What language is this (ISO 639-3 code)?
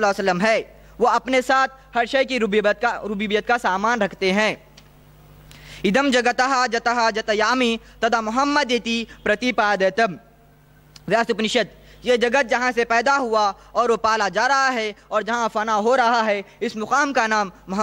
hin